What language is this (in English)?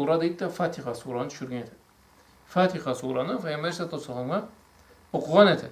Karachay-Balkar